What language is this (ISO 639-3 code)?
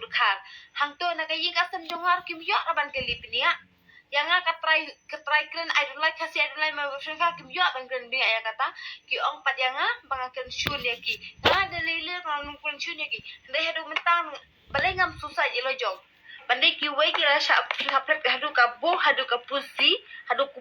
kha